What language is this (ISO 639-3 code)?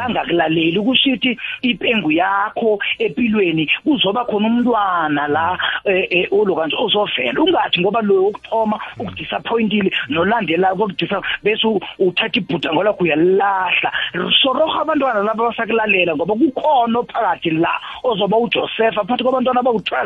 nbl